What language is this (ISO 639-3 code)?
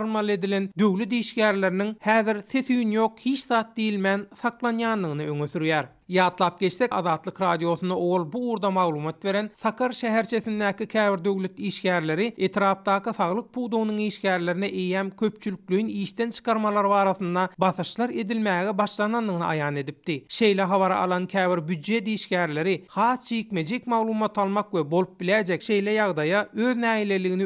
tuk